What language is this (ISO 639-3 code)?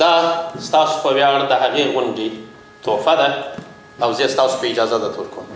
pus